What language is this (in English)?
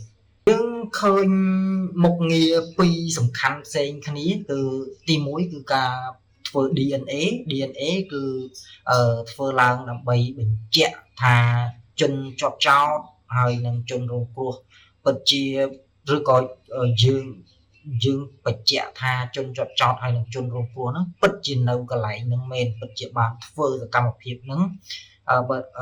Khmer